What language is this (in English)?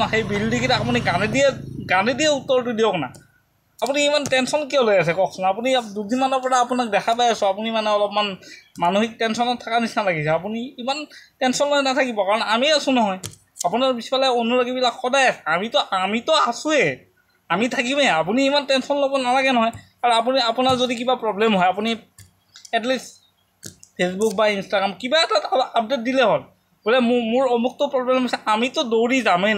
Assamese